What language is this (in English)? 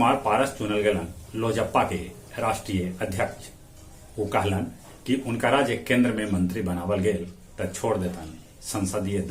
Magahi